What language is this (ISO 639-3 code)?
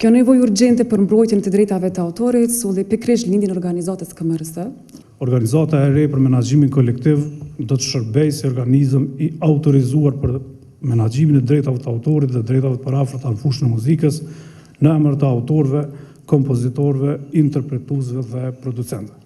sqi